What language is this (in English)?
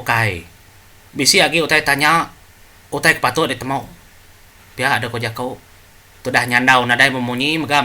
Iban